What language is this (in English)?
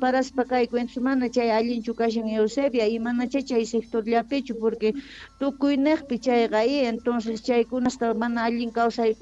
South Bolivian Quechua